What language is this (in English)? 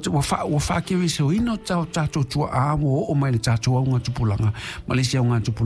Samoan